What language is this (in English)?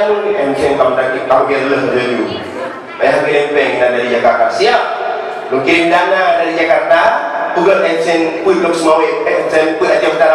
Achinese